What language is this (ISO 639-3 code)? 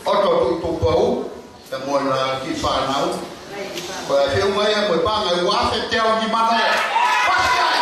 ton